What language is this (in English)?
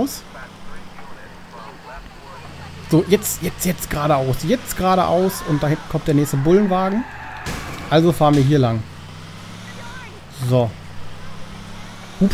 German